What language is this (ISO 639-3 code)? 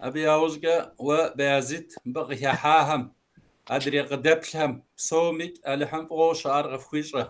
kbd